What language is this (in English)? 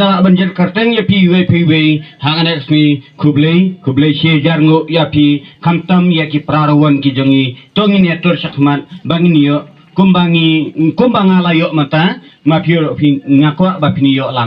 Khasi